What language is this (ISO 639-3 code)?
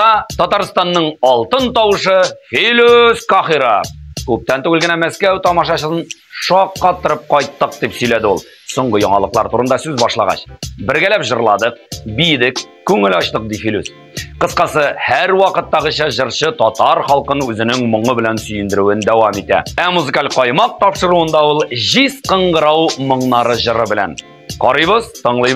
tat